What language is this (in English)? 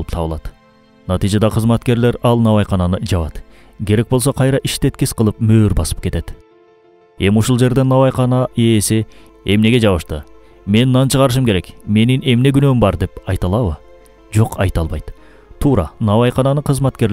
Kyrgyz